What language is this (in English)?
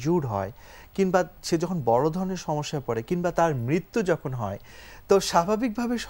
Bangla